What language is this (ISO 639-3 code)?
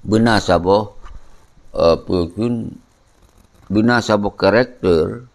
ace